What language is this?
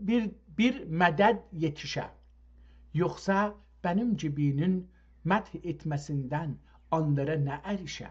South Azerbaijani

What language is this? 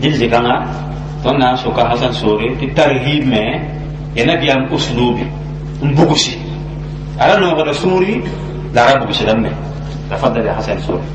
Mossi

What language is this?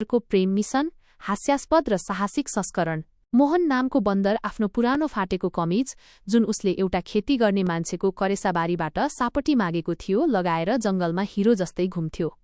Nepali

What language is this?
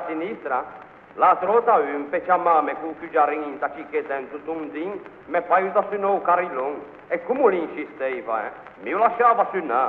Ligurian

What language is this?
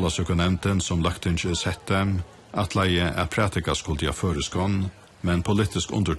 Faroese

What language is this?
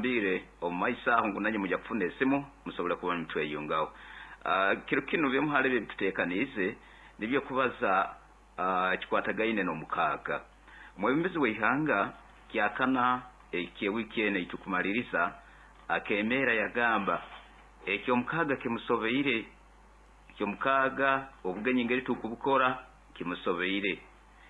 Nyoro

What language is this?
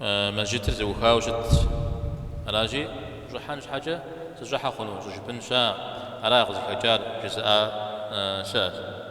Kabardian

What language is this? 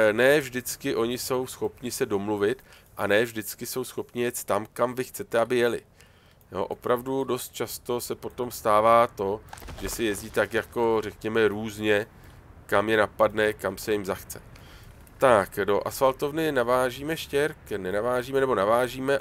Czech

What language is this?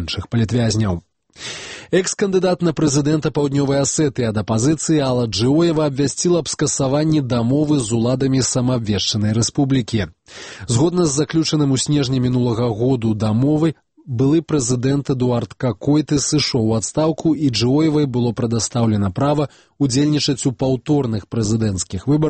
Belarusian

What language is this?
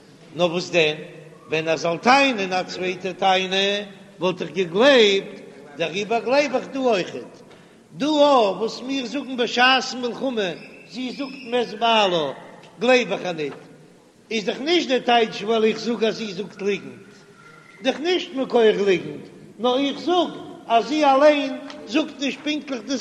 Yiddish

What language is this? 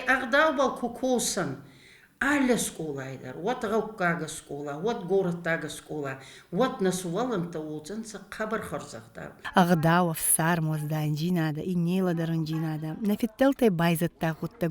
Ossetic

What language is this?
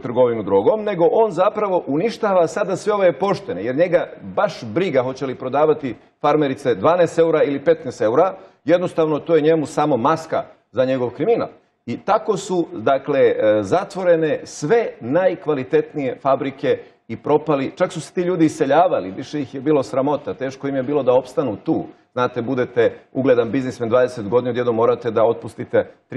Bosnian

